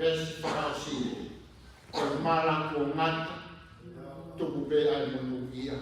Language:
Tongan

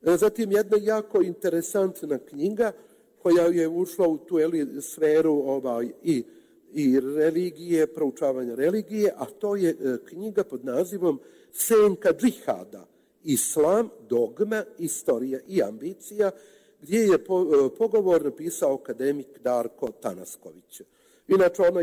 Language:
Serbian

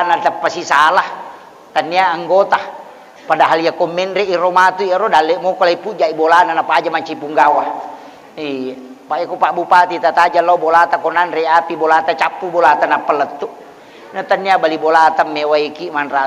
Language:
Buginese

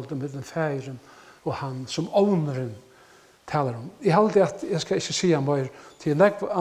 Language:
Faroese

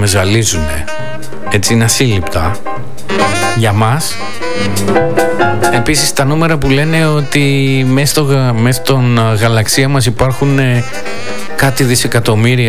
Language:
Greek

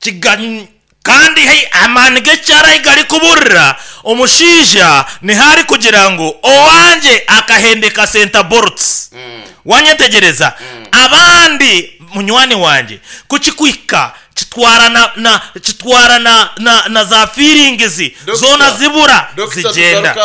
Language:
Nyankole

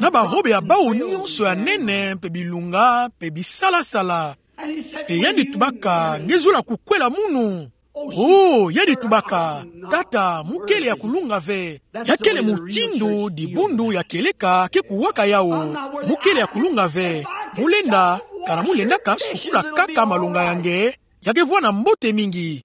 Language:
Kituba (Democratic Republic of Congo)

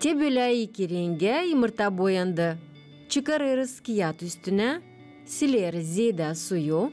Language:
Gagauz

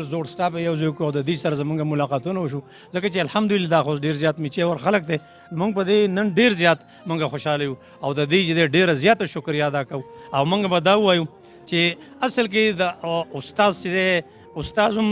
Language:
Pashto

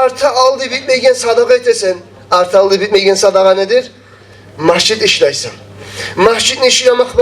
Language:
Kumyk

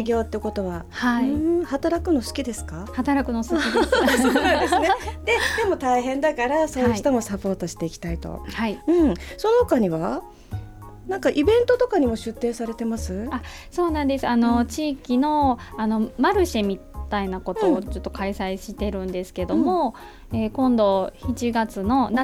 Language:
Japanese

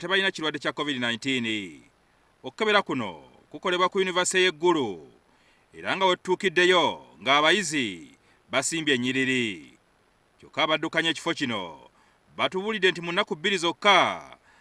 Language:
Ganda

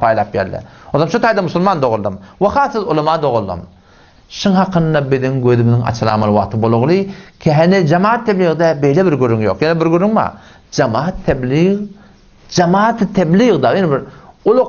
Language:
Turkmen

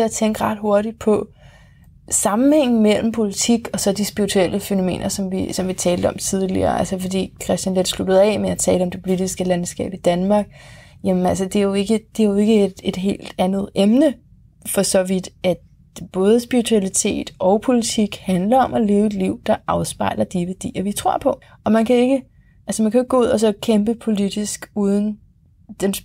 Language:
Danish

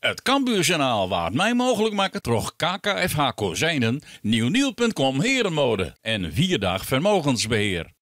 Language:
Western Frisian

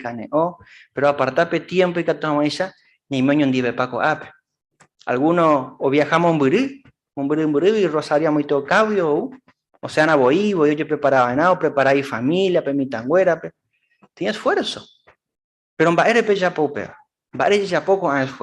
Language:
Guarani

